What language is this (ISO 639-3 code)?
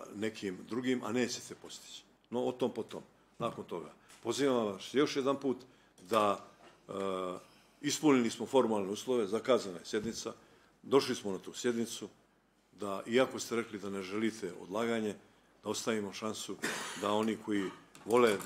bos